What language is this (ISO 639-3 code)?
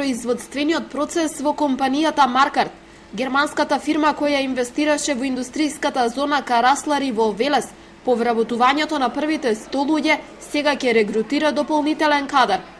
mkd